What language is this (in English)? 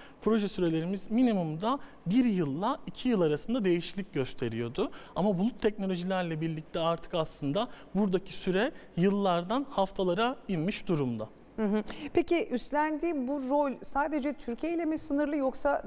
Turkish